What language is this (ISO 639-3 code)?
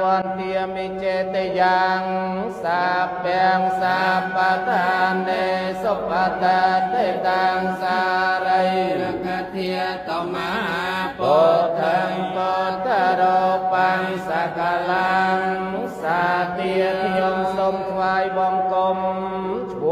khm